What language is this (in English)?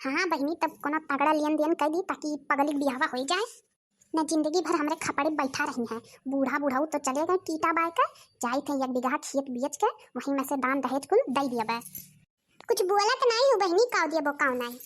Awadhi